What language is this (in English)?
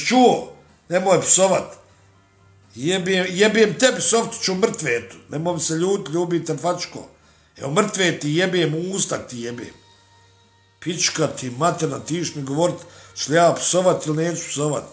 Bosnian